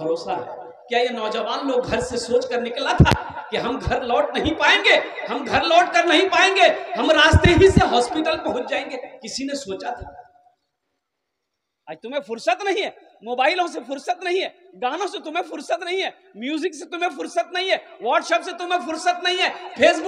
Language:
Hindi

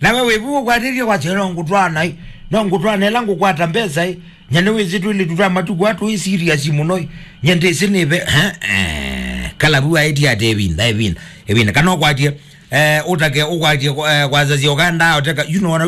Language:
Kamba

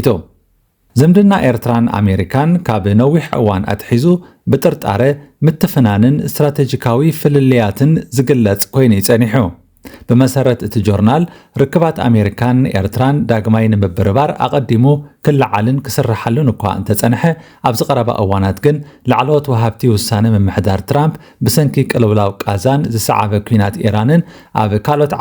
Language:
Tigrinya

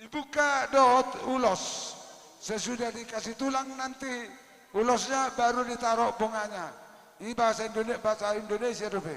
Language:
Batak Toba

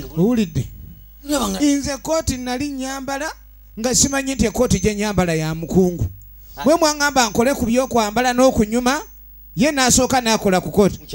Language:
Ganda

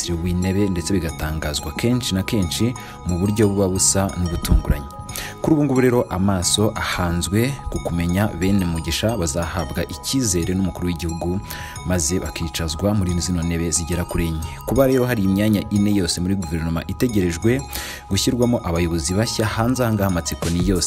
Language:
Kinyarwanda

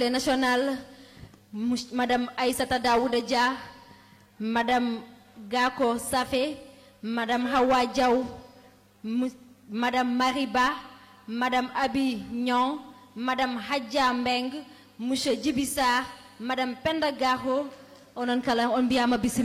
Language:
Fula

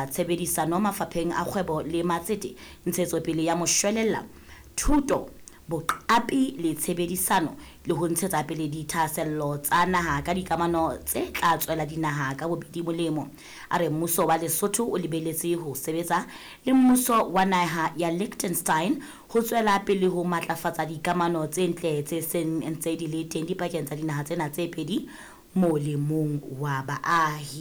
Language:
Southern Sotho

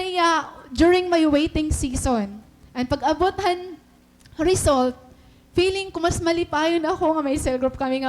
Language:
Waray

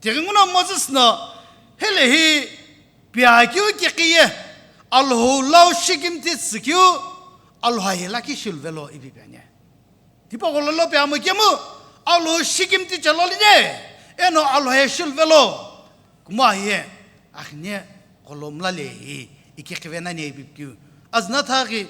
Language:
Sumi Naga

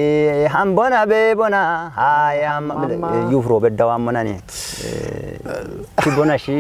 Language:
Kafa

